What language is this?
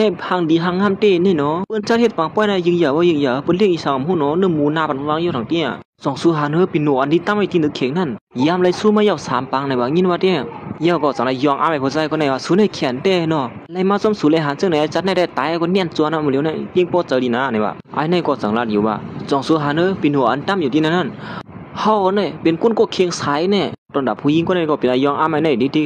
Shan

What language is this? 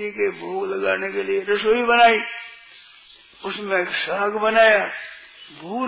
Hindi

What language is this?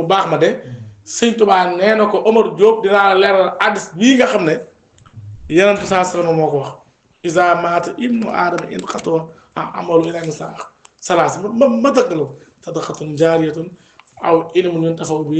Wolof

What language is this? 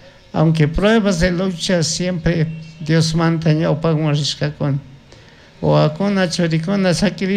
Chimborazo Highland Quichua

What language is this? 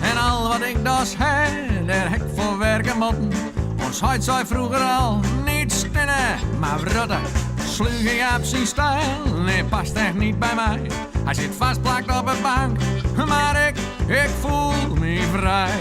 Western Frisian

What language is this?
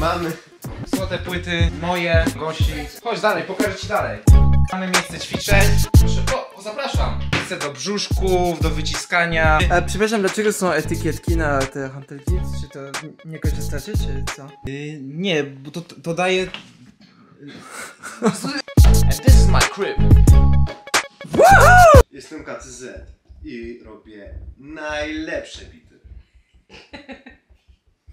Polish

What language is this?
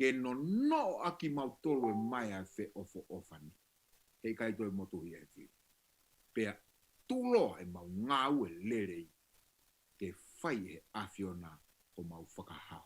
Tongan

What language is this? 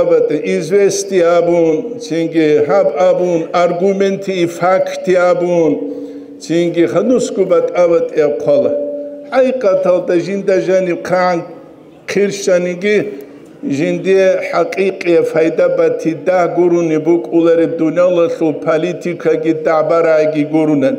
Avaric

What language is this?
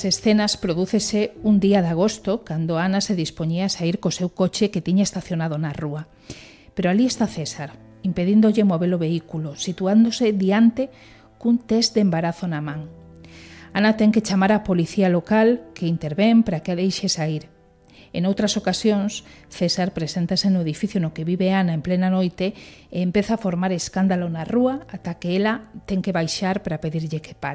Galician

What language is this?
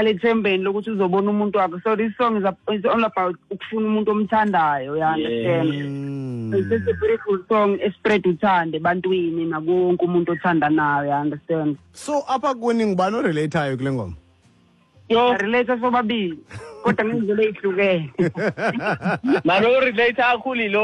Xhosa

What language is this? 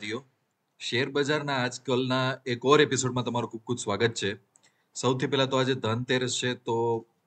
Gujarati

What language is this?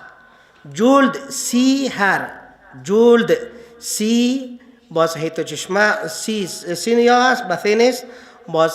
Persian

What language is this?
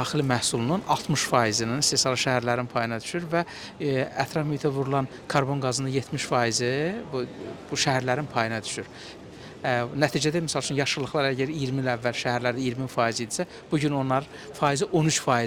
Azerbaijani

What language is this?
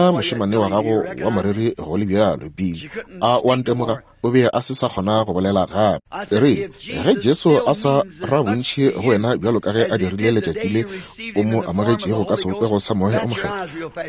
Northern Sotho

